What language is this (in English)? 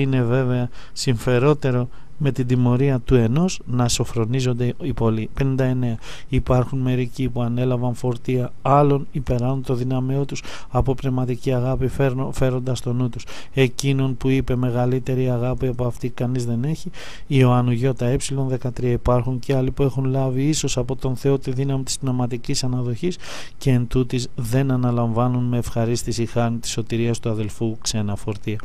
Greek